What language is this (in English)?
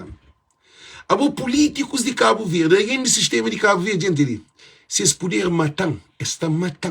Kabuverdianu